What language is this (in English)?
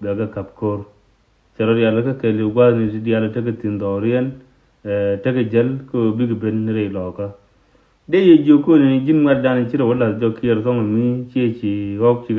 Nuer